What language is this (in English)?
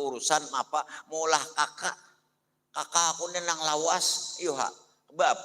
Banjar